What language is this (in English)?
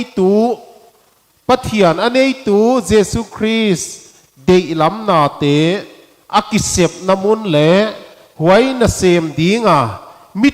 Paite Chin